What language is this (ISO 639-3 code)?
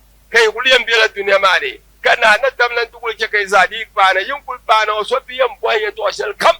dag